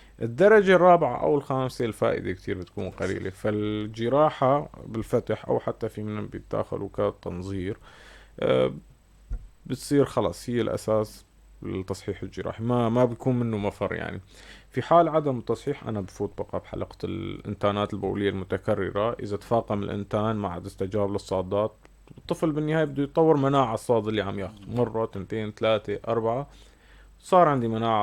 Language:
North Levantine Arabic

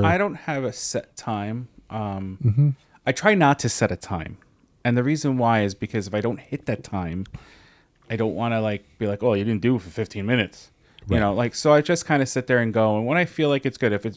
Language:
English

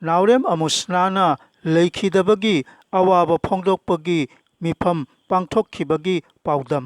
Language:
Manipuri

